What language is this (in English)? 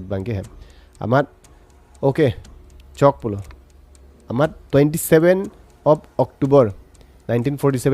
Karbi